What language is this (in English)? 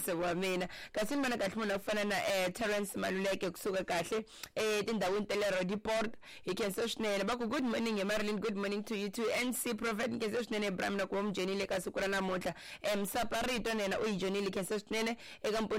Tsonga